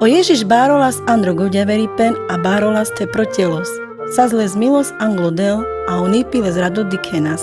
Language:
Carpathian Romani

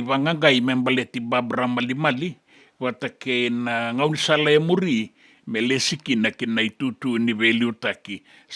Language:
Fijian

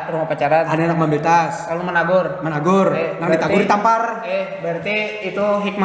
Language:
Banjar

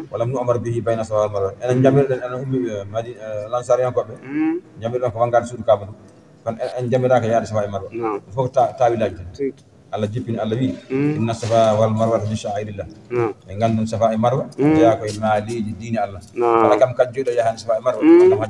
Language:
Fula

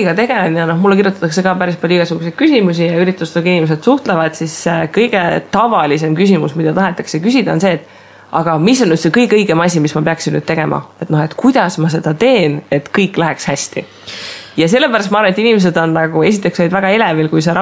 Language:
Estonian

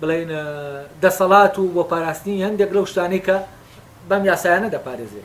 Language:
Central Kurdish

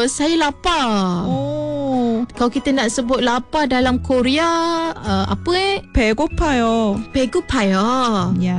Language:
Malay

